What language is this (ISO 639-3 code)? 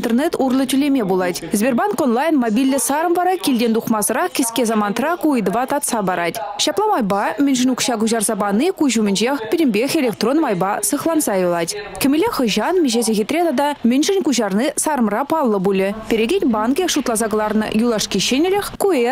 chv